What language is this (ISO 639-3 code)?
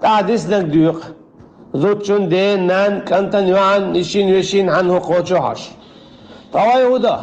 che